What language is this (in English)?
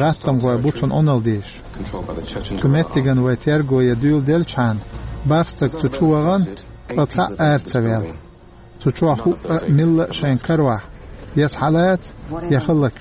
Chechen